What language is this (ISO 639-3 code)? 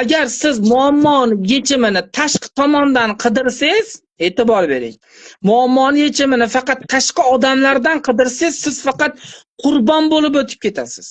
uzb